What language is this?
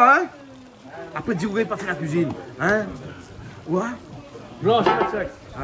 Réunion Creole French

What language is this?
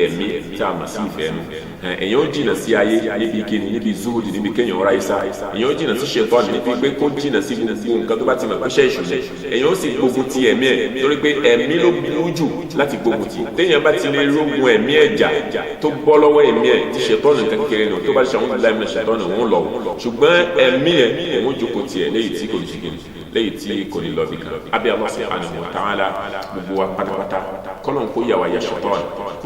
Yoruba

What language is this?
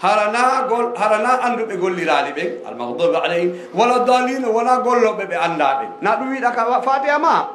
Fula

